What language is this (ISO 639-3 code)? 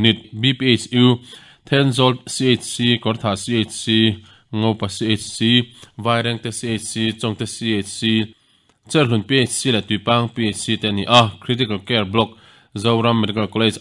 lus